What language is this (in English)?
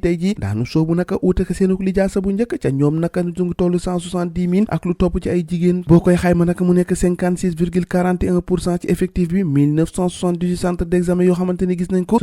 Wolof